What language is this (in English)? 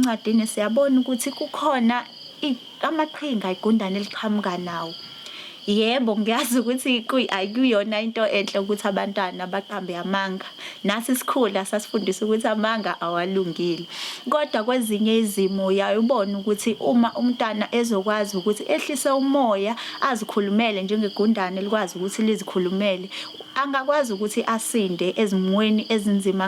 Zulu